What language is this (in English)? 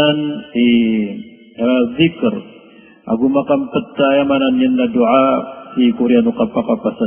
Maranao